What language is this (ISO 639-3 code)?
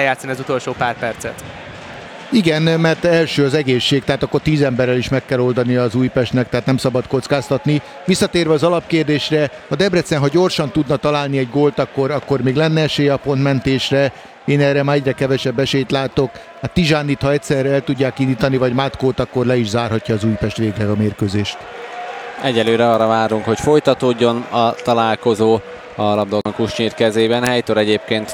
hun